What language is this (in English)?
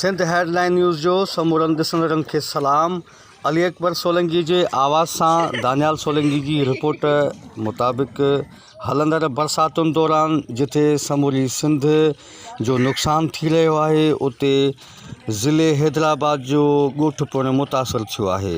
Sindhi